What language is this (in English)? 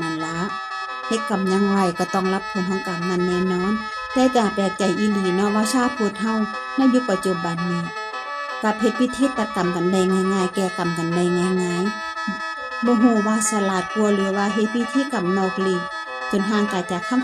Northeastern Thai